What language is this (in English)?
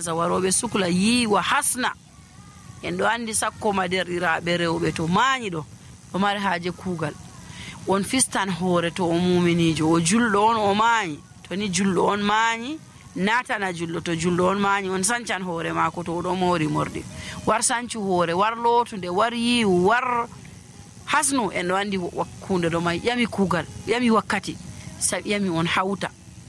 Fula